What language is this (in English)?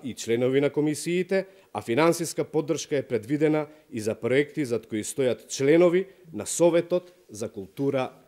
Macedonian